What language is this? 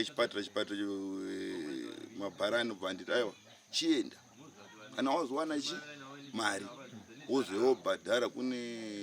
Shona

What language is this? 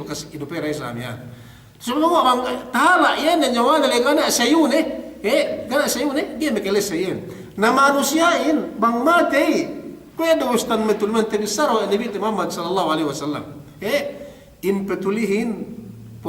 Yakan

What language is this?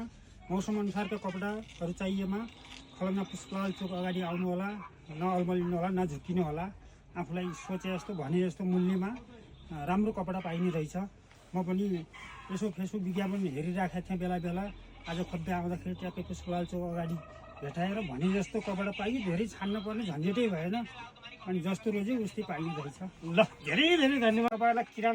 Nepali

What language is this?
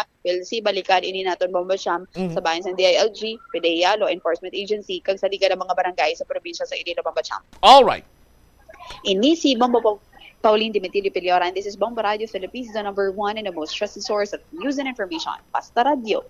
Hiligaynon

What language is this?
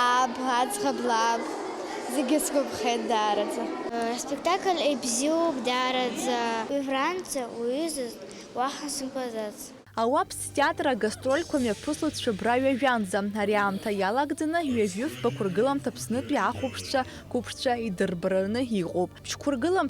Abkhazian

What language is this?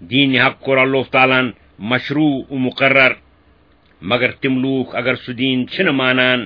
Kashmiri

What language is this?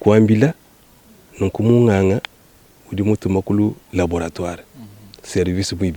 Luba-Lulua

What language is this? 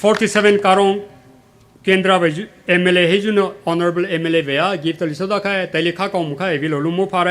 Poumei Naga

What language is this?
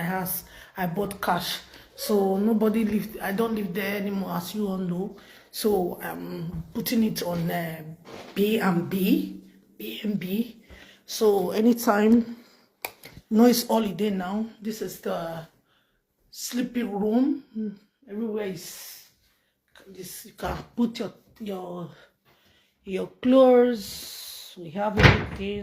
Nigerian Pidgin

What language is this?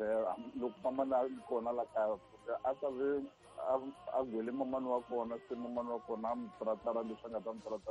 Tsonga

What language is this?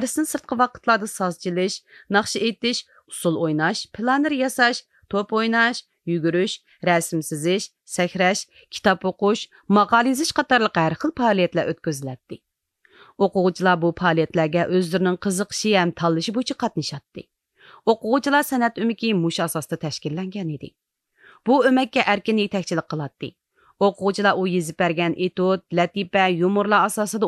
Uyghur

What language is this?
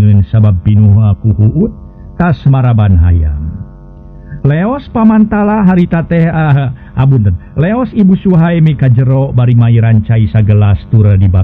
Sundanese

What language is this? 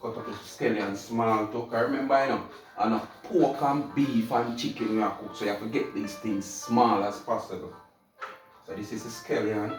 Jamaican Creole English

